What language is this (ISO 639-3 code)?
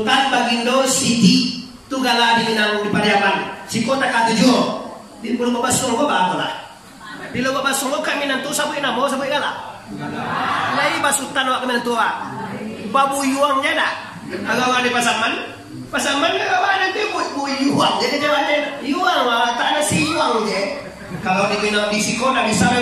min